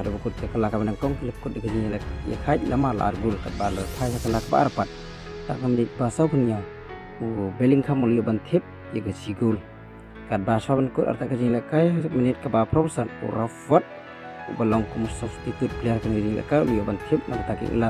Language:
Khasi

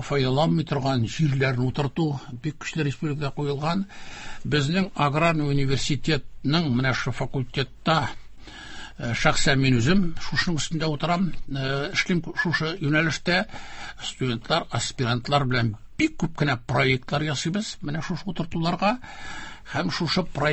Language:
Tatar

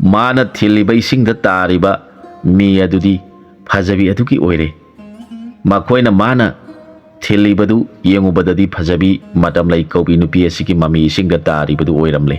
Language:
Manipuri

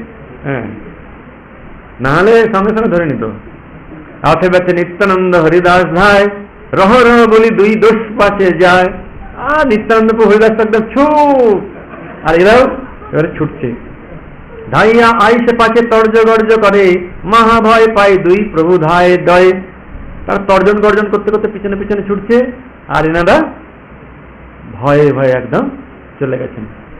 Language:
Bangla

